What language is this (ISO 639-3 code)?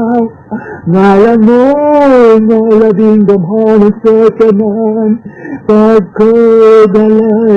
ceb